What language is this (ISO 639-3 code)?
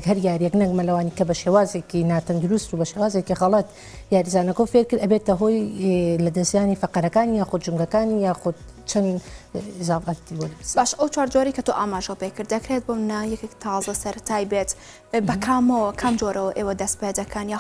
ckb